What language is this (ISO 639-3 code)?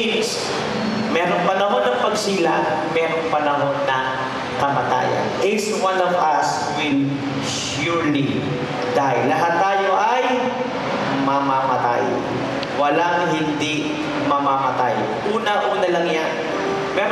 fil